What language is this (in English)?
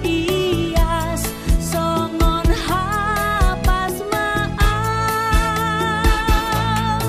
Batak Toba